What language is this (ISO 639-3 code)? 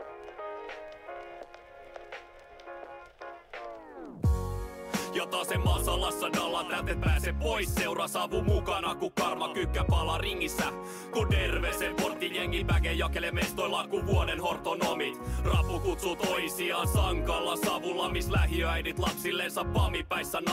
fin